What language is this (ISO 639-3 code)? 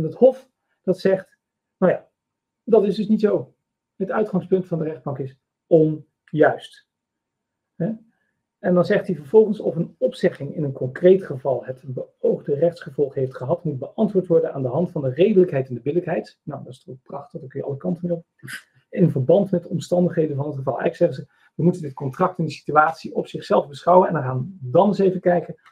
nld